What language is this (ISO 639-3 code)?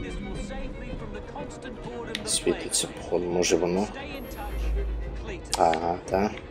ukr